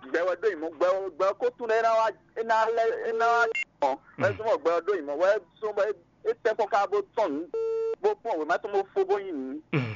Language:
Fon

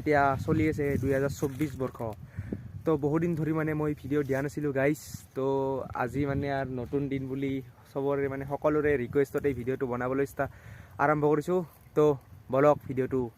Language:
Assamese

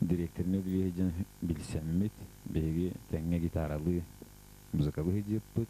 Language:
Yakut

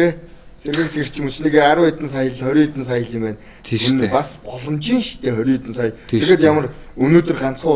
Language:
Mongolian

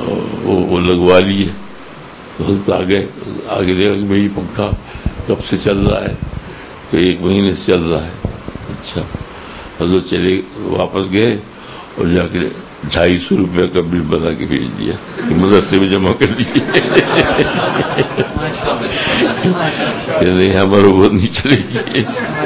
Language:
Urdu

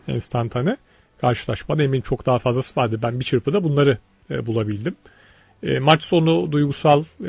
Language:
Turkish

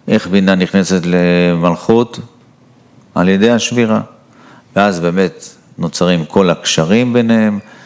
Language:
Hebrew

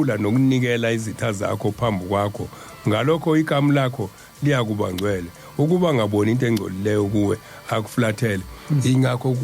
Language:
Zulu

